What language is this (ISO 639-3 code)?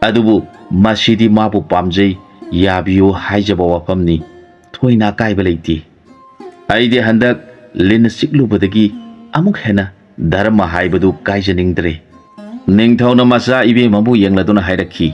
mni